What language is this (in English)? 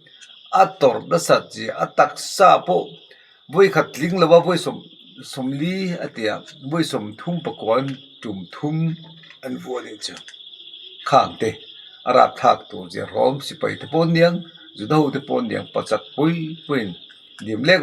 Mizo